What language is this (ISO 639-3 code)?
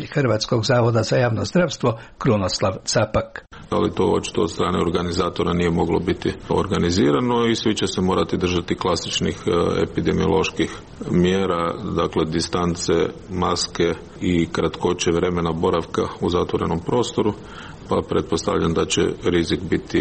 hrv